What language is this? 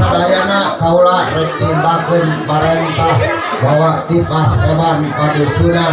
Sundanese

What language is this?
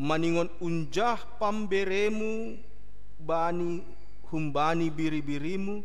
Batak Simalungun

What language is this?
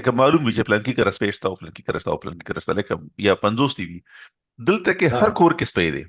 Pashto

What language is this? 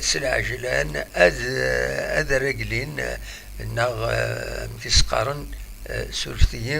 Kabyle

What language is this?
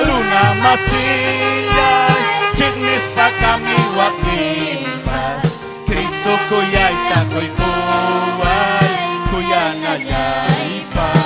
Ayacucho Quechua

